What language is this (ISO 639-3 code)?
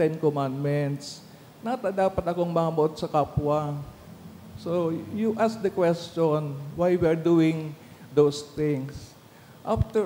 bik